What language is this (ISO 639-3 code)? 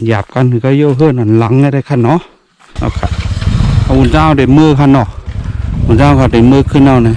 shn